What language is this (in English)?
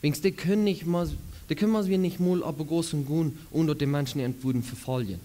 Plautdietsch